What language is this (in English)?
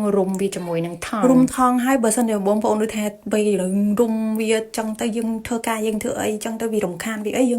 Khmer